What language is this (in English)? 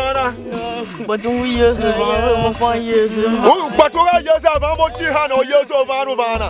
Tiv